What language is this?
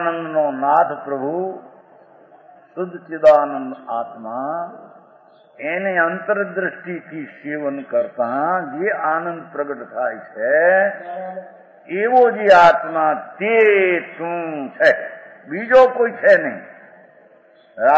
Gujarati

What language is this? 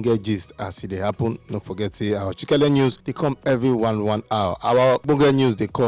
Nigerian Pidgin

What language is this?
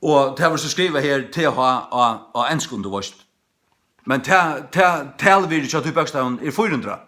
Faroese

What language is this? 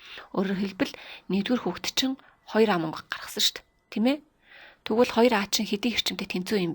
Mongolian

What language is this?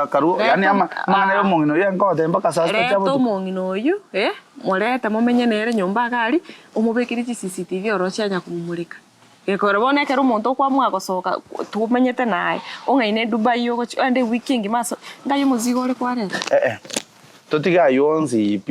Gusii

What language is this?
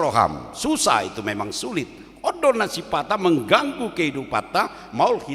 Batak Toba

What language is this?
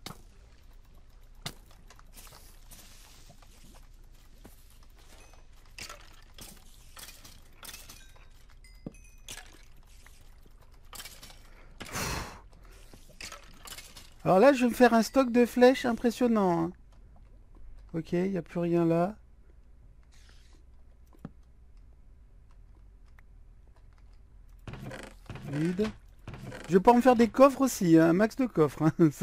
French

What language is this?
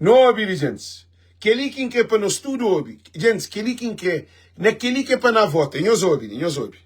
Kabuverdianu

